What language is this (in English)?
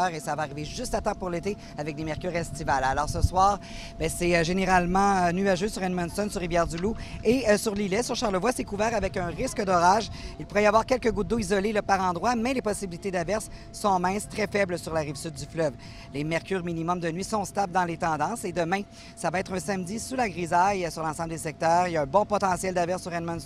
French